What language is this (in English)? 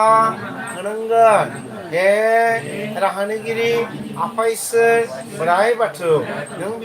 Bodo